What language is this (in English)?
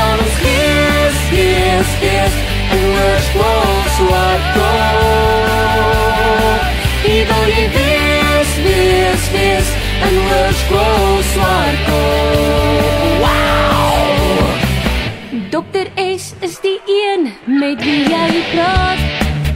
Afrikaans